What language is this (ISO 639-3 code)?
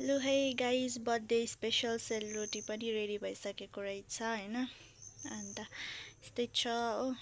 nep